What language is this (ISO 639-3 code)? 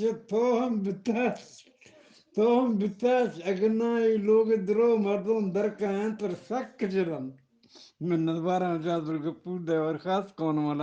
bgp